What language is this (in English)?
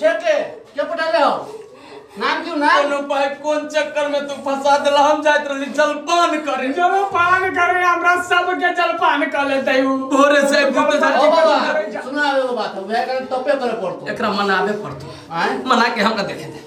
Maithili